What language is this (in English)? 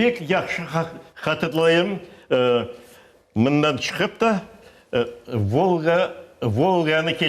Crimean Tatar